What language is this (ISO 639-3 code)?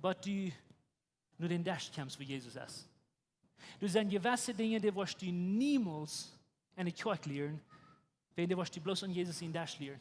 pdt